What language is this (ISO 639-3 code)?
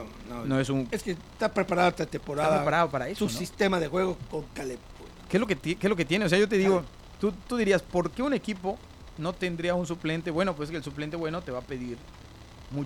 spa